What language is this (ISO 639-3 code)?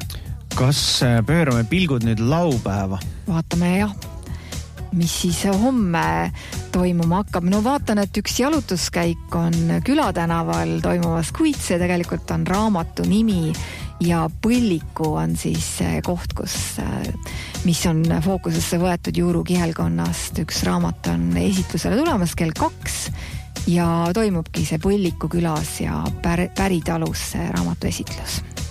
est